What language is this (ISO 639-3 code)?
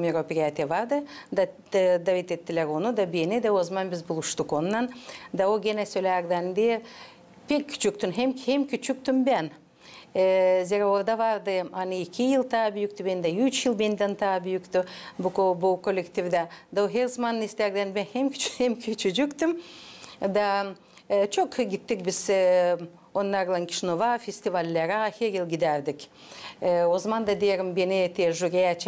gag